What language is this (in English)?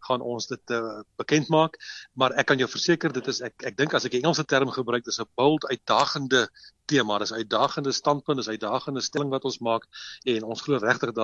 Afrikaans